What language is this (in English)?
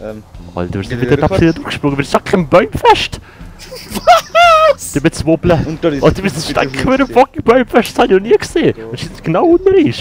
Swiss German